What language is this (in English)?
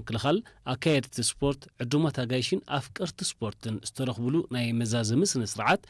Tigrinya